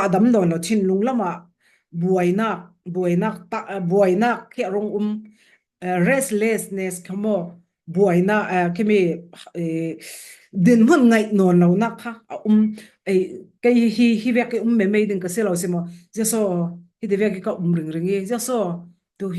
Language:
Falam Chin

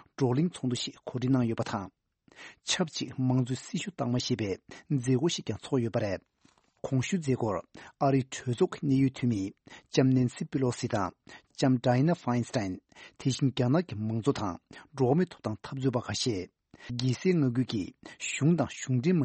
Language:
Tibetan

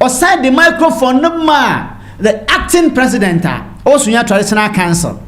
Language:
Akan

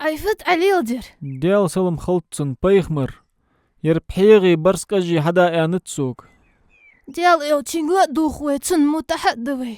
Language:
Ingush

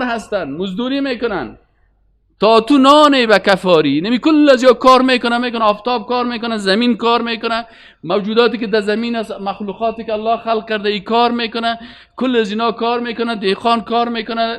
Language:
Persian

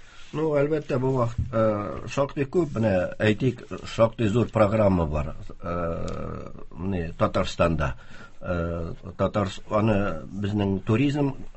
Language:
Tatar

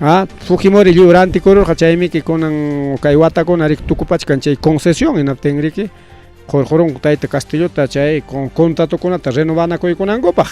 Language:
Ayacucho Quechua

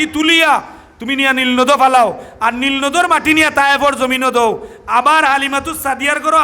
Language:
Sylheti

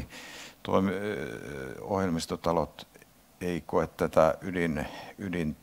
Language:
Finnish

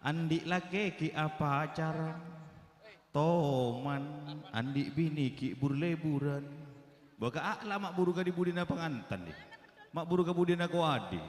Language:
Madurese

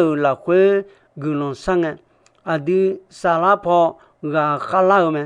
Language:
Akha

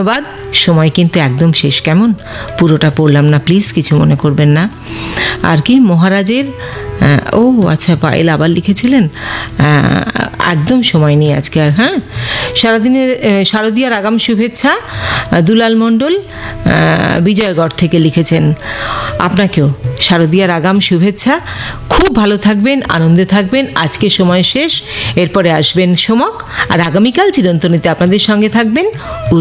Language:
Bangla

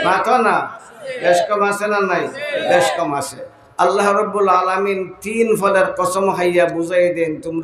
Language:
Sylheti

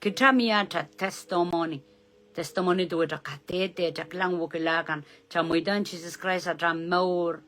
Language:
Pohnpeian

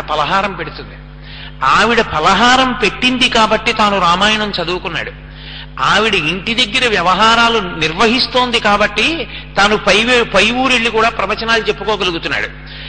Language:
Telugu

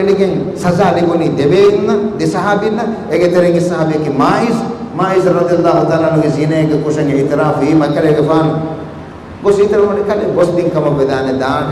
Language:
Divehi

